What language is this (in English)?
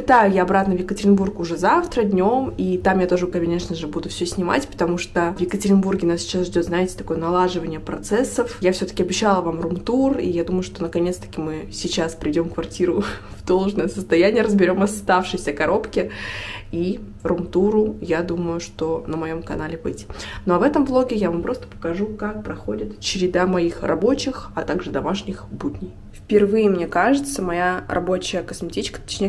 Russian